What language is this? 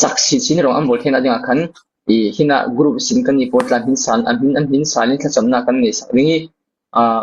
Falam Chin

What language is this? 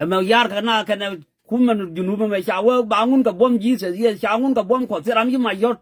Nuer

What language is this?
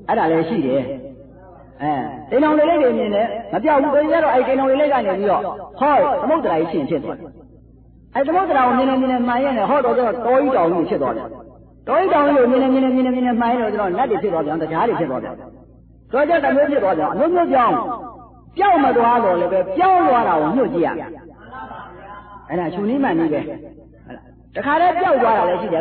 Burmese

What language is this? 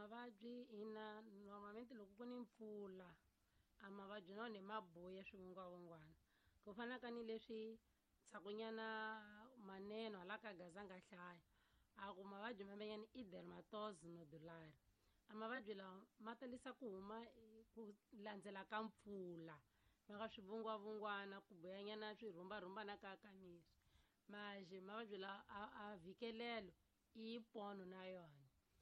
Tsonga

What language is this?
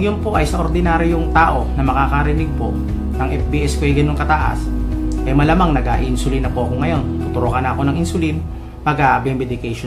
Filipino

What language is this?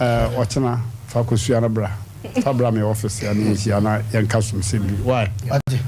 Akan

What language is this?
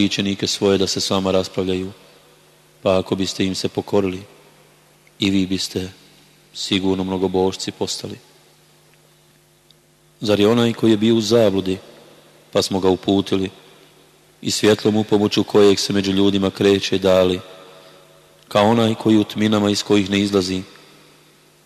Bosnian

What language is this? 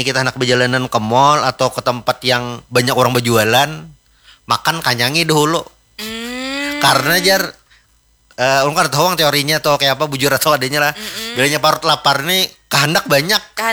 Banjar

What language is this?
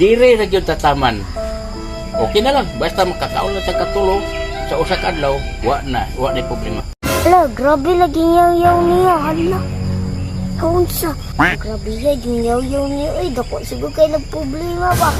Cebuano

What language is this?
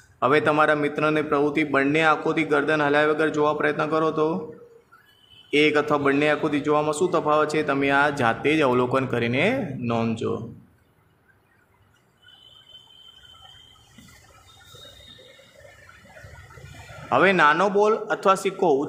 Gujarati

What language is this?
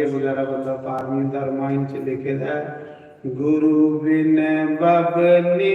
Dogri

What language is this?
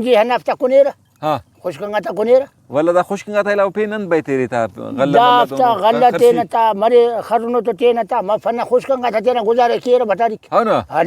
Brahui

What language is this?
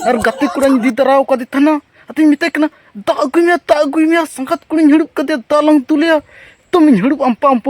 Santali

